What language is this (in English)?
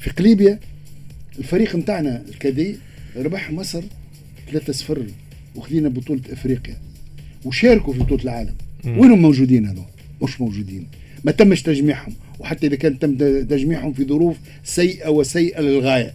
Tunisian Arabic